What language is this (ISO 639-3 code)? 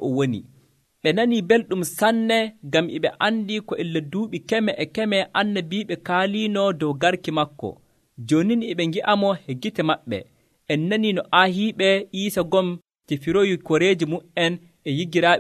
fuv